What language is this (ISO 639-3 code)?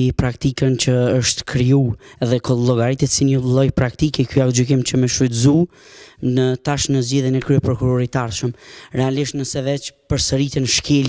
sqi